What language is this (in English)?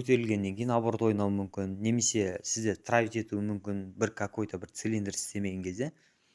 Kazakh